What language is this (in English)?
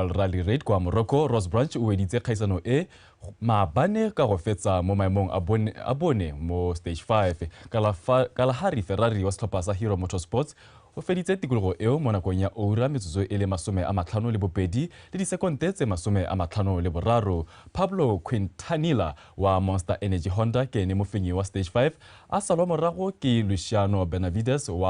Tswana